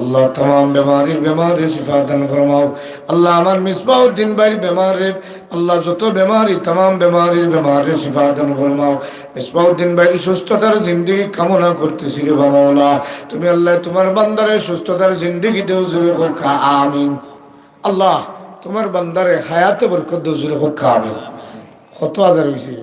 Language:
Sylheti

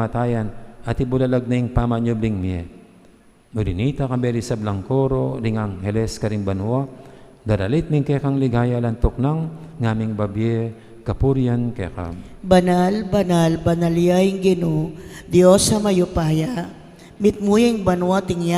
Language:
Pampanga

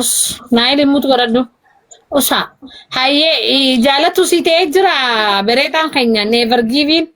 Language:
Oromo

